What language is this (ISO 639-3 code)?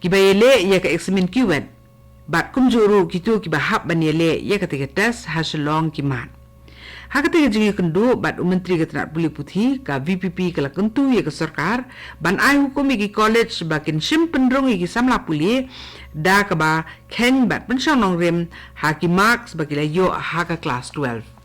kha